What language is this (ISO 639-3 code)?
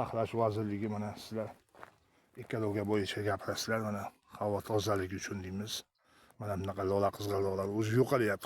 uzb